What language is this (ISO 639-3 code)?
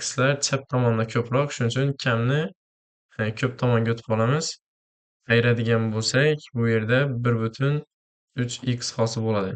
uzb